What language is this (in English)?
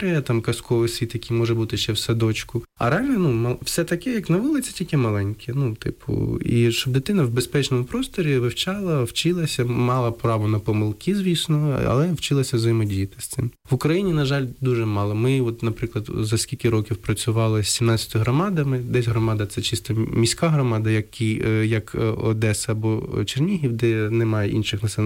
Ukrainian